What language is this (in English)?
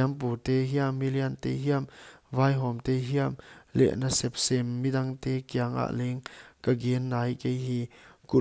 Paite Chin